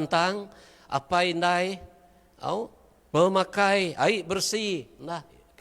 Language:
Iban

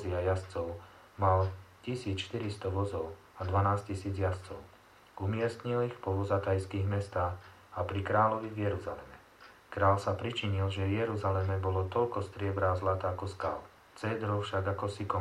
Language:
Slovak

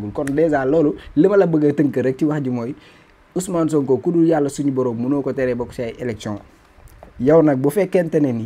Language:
Wolof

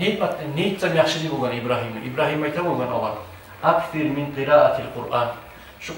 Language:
Kumyk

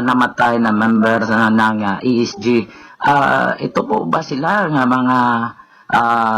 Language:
Hiligaynon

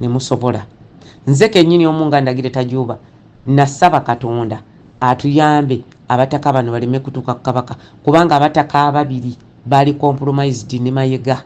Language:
Ganda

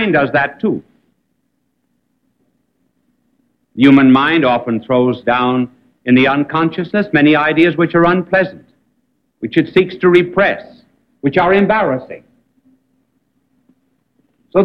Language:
English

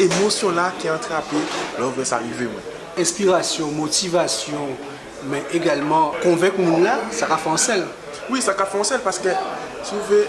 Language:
Guadeloupean Creole French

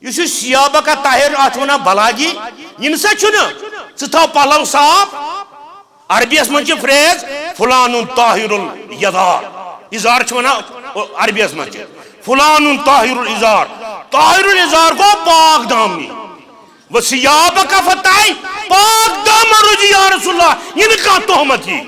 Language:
Kashmiri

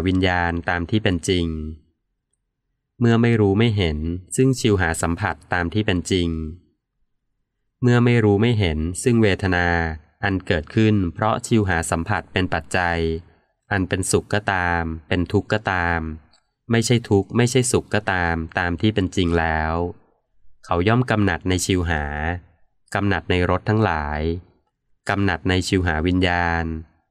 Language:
Thai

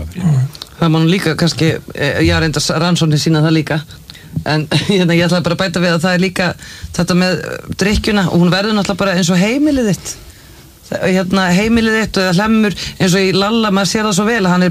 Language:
Icelandic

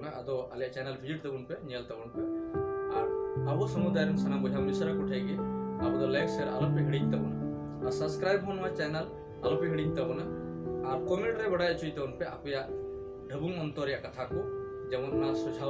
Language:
Santali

